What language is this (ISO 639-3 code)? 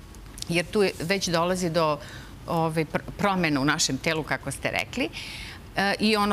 srp